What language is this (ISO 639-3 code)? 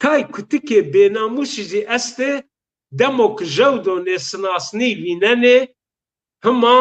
zza